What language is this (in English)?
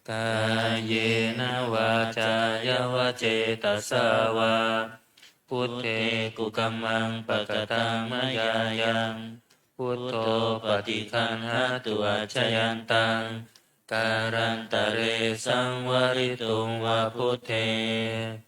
Pali